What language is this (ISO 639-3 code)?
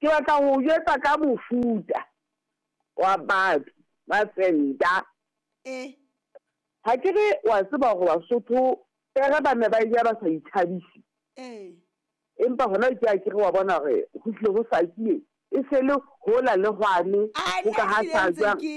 sot